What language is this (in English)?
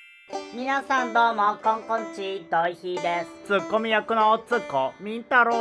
Japanese